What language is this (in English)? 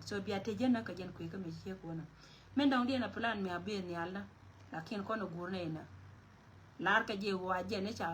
Nuer